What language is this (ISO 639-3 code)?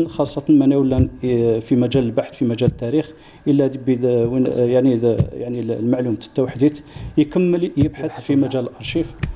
ara